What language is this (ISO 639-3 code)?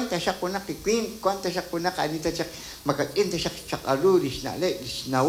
kek